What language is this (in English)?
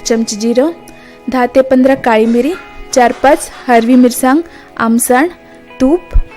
Konkani